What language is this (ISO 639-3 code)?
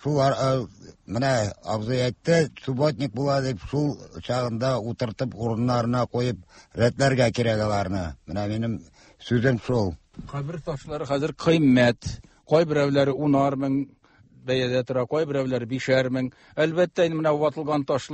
tat